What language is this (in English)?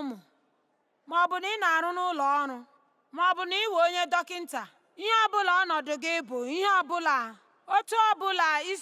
Igbo